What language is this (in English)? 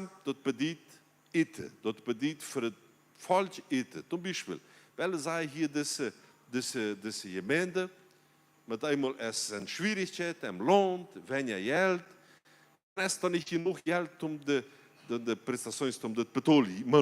Plautdietsch